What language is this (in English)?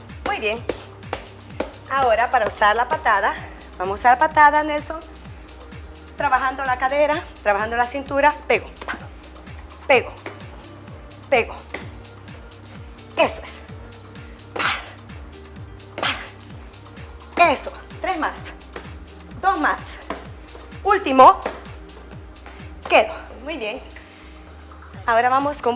Spanish